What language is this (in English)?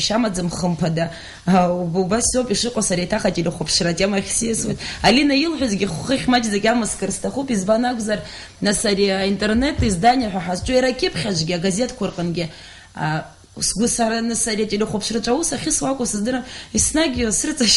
Abkhazian